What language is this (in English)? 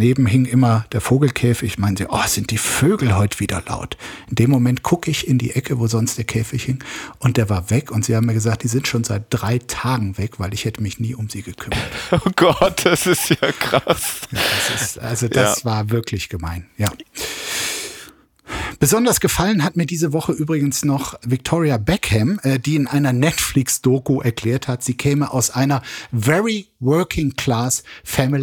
German